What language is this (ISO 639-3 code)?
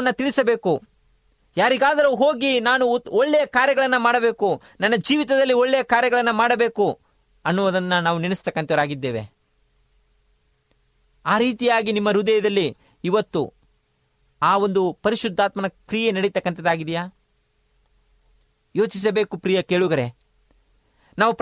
kan